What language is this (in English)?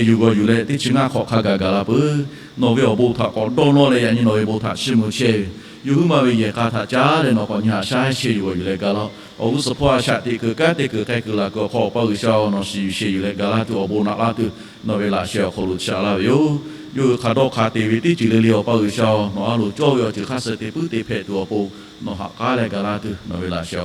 Lahu